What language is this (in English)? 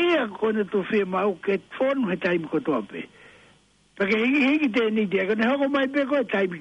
Tongan